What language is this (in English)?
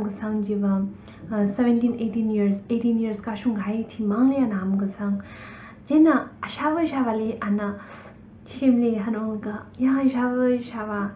Tangkhul Naga (India)